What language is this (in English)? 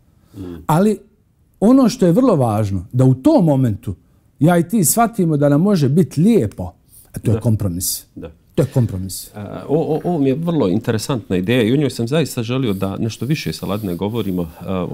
Bosnian